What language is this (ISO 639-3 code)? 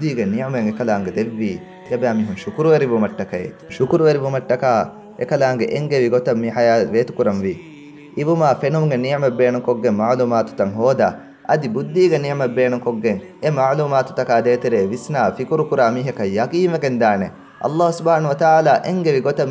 div